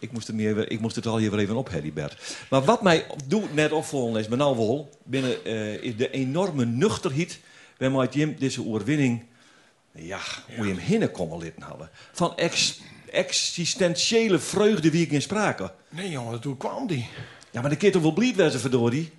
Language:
Western Frisian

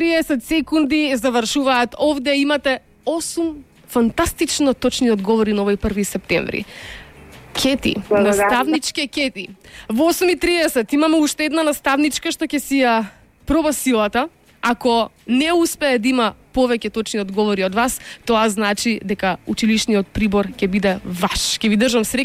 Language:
Macedonian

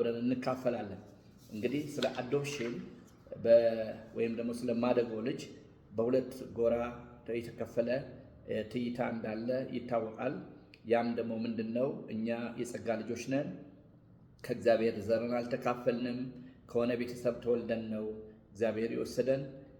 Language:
Amharic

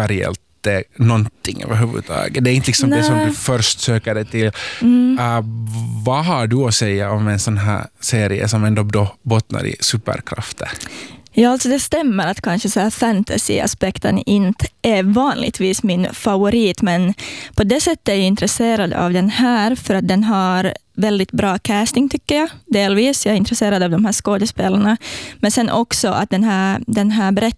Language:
Swedish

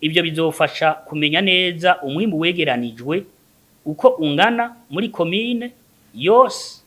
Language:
Rundi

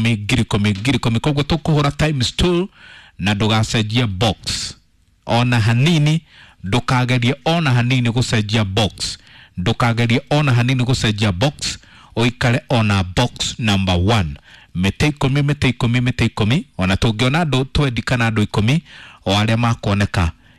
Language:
Kikuyu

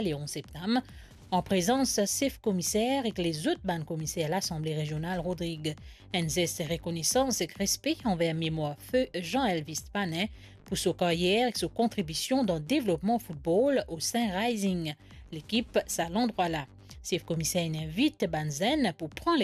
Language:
Morisyen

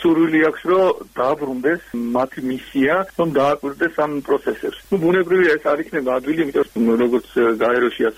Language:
Georgian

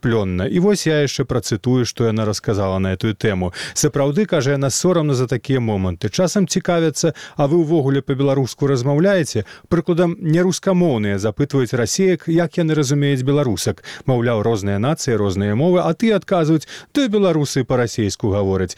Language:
Belarusian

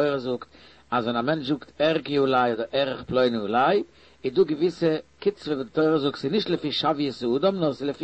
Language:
Yiddish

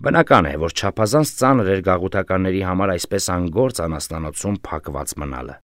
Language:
Armenian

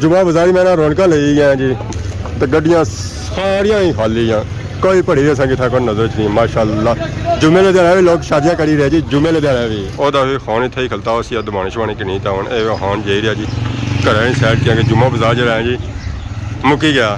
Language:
Pahari-Potwari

